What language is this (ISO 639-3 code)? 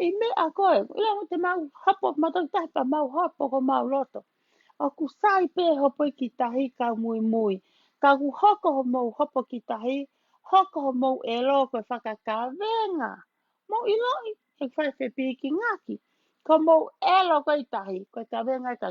ton